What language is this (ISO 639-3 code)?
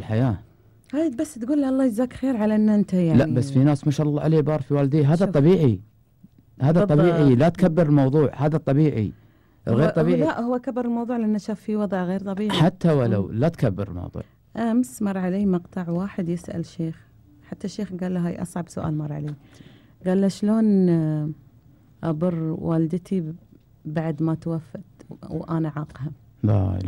afb